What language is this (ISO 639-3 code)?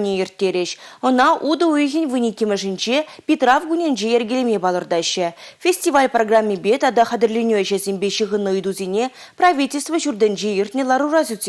chv